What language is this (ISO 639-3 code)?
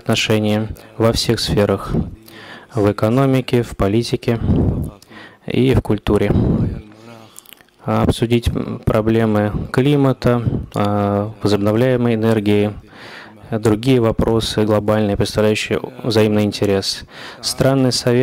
rus